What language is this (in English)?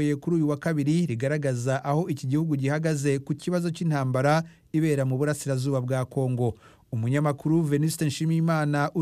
Kinyarwanda